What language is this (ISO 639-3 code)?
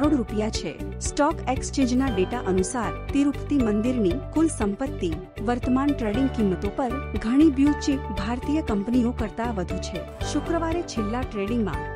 guj